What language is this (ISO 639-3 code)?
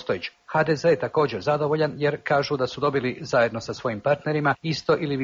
hrv